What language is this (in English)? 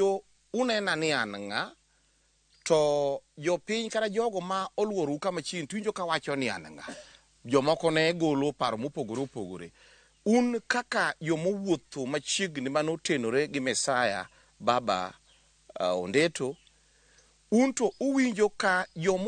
Luo (Kenya and Tanzania)